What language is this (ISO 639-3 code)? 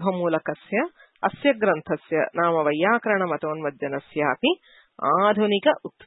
san